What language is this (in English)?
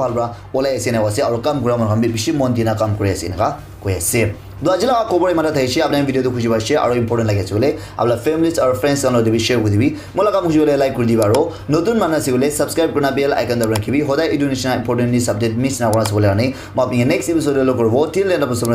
Naga Pidgin